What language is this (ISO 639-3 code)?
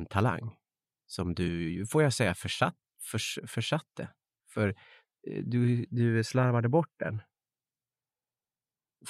swe